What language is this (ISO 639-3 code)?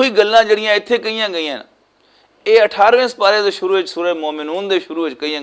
lah